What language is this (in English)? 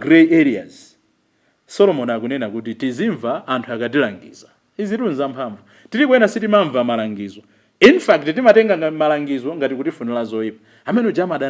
Nyanja